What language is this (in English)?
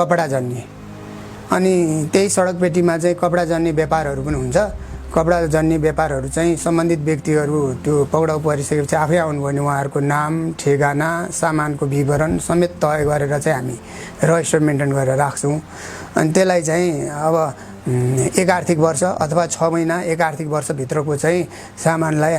Nepali